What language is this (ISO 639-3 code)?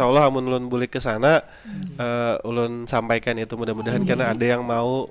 bjn